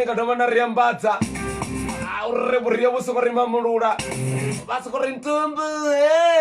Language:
Venda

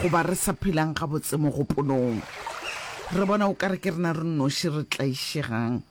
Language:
Northern Sotho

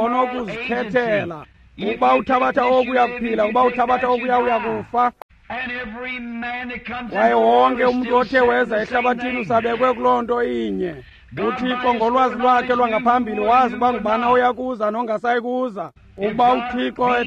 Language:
Xhosa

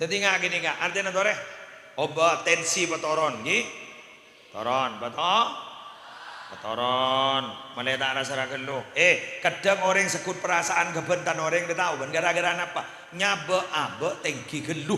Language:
Madurese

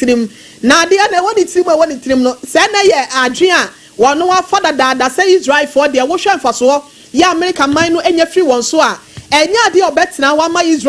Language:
Akan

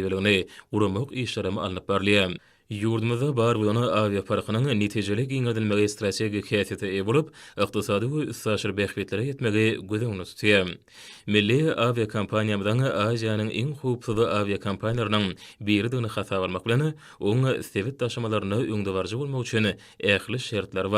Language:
Turkmen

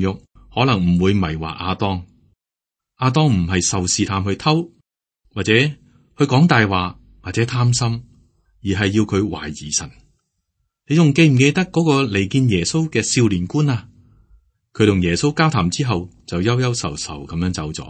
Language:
Cantonese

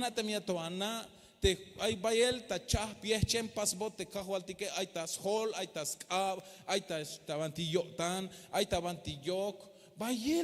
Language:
Tzeltal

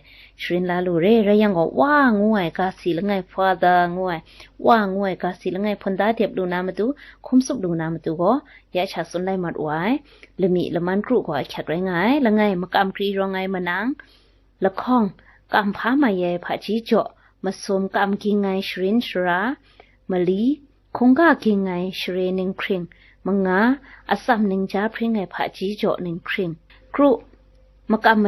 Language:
Kachin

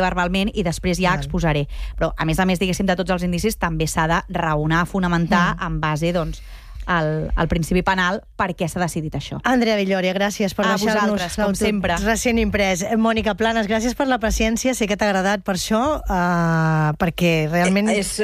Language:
Catalan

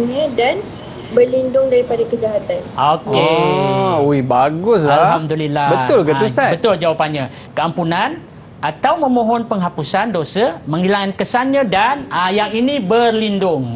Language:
Malay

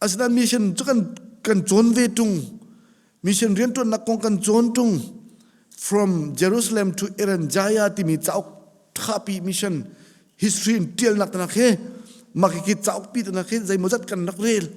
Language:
Hakha Chin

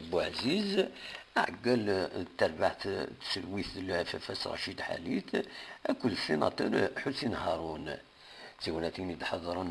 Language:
Kabyle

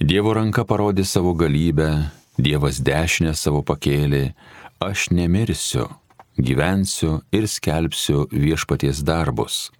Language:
Lithuanian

